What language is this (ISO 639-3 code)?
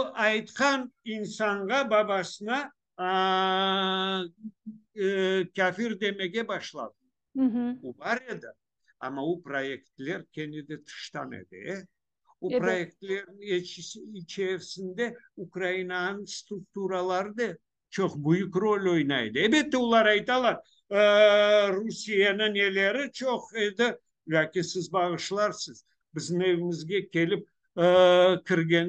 crh